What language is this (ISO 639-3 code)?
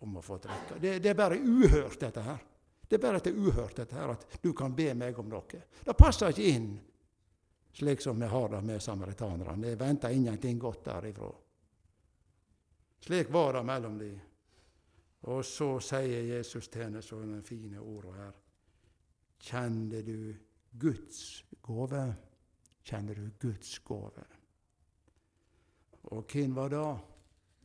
nor